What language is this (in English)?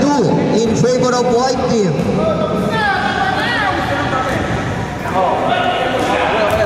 Filipino